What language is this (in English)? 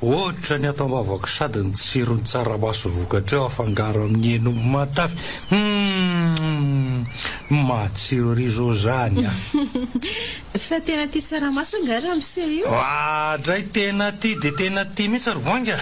Malagasy